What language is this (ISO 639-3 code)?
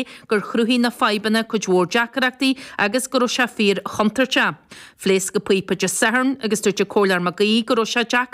gle